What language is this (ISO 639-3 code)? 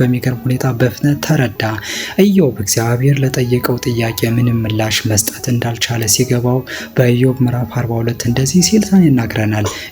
amh